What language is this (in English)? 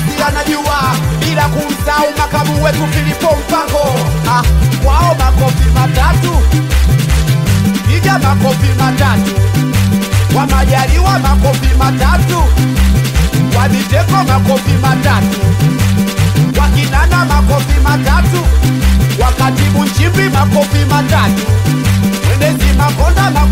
Swahili